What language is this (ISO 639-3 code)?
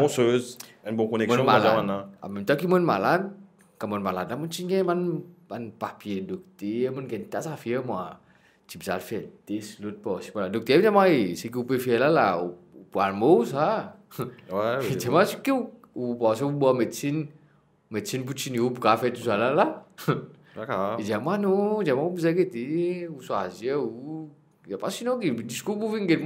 mfe